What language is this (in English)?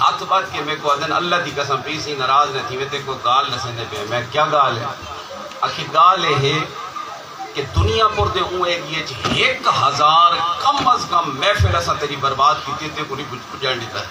Saraiki